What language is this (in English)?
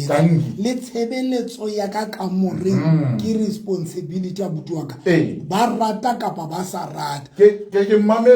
Southern Sotho